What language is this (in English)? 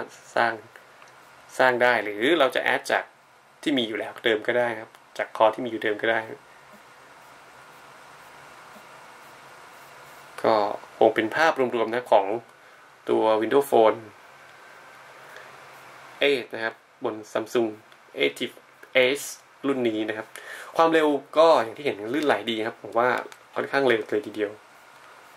Thai